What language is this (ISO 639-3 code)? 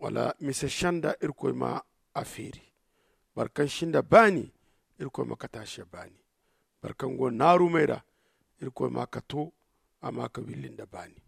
dje